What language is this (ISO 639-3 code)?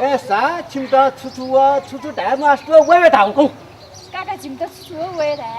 new